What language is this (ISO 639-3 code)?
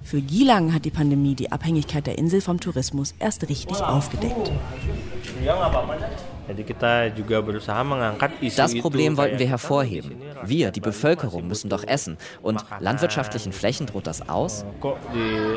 deu